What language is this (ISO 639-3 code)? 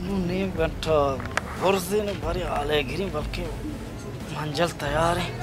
bal